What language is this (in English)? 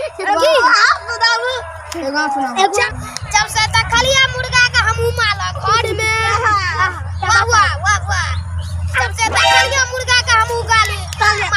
Maithili